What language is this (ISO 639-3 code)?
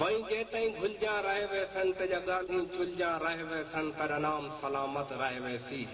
skr